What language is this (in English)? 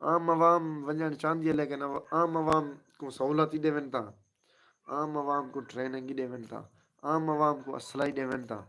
Saraiki